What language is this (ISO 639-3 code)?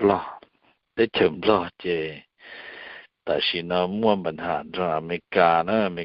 hmn